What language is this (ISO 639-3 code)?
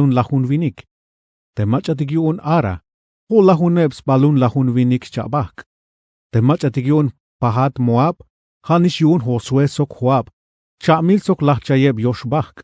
tzh